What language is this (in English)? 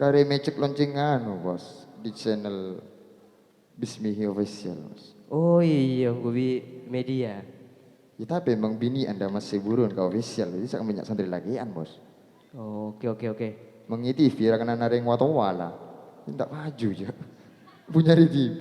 Madurese